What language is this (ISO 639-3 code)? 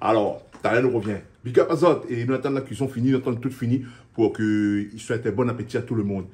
rcf